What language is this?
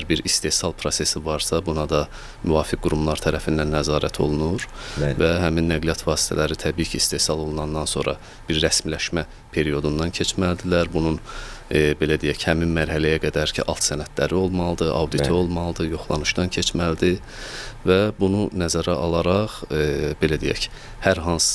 Azerbaijani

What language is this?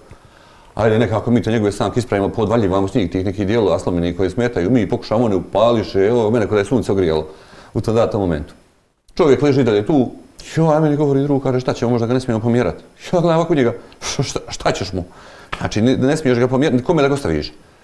Bosnian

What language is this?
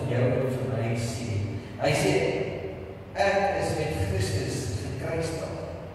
Afrikaans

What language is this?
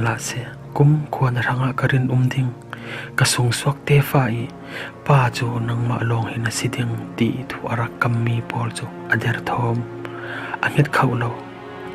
Falam Chin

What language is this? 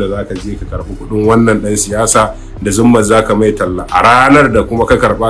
Hausa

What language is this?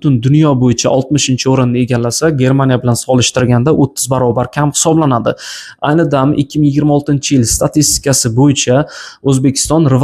Uzbek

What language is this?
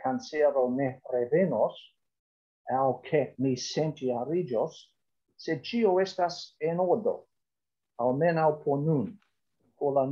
Esperanto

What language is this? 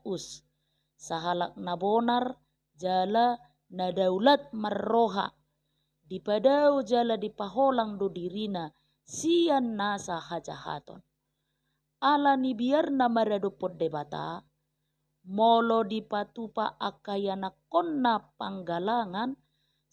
Batak Toba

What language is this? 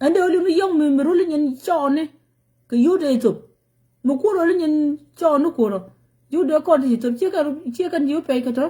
Nuer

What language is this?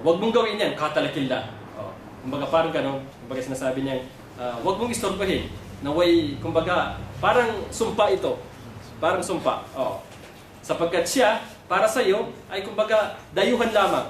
Maranao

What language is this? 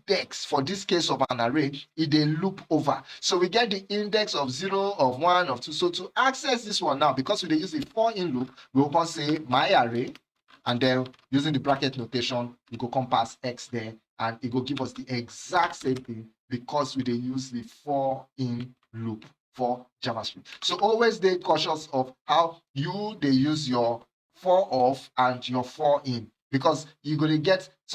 Nigerian Pidgin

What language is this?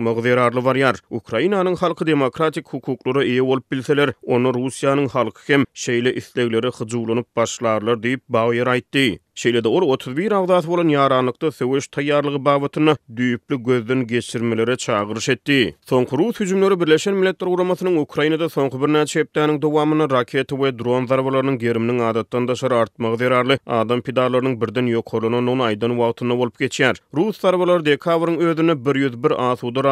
Turkmen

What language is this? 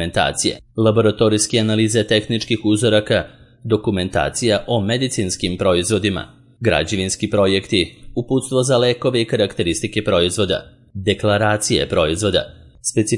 Serbian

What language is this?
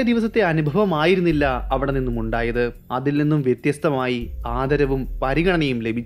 Malayalam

